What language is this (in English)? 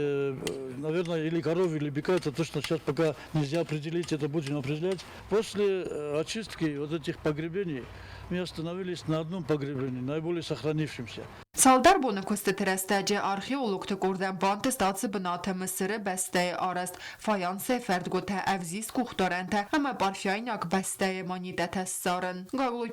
Ossetic